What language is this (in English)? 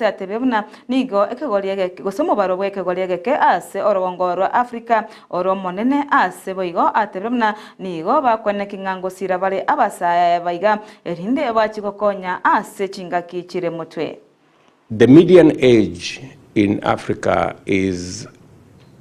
Gusii